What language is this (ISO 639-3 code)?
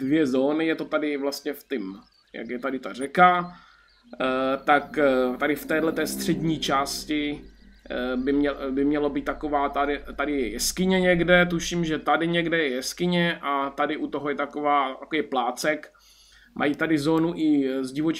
ces